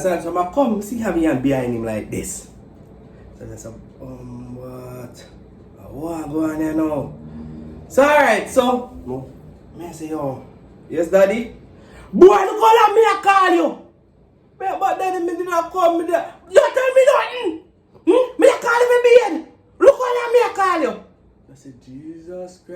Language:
Jamaican Creole English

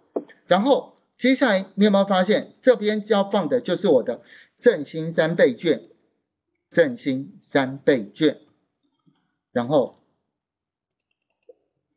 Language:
Chinese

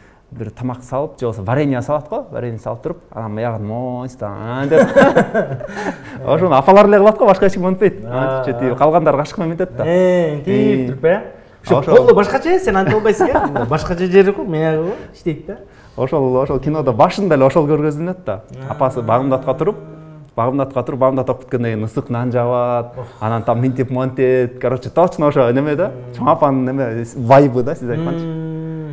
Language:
Kyrgyz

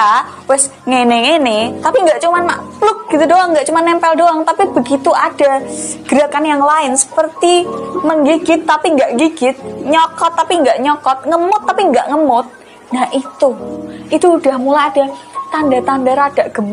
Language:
Banjar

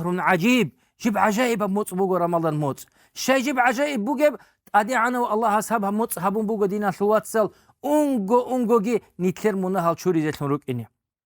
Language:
Avaric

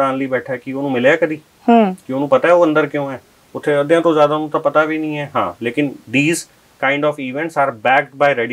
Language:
Punjabi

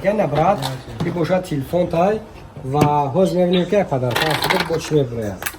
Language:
Tajik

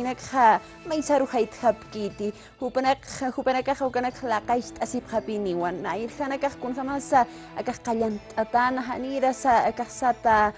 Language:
Aymara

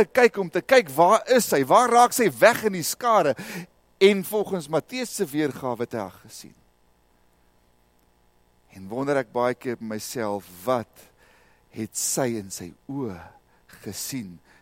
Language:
Afrikaans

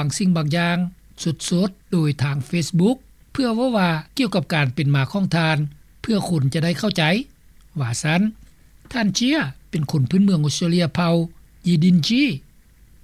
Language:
Lao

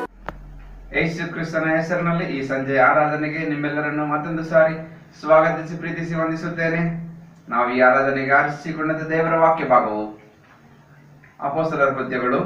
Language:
Kannada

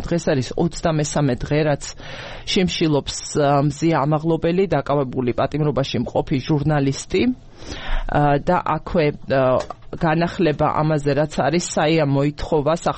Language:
Georgian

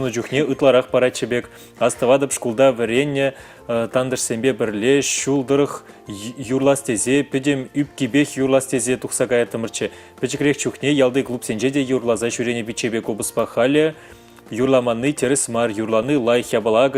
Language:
Chuvash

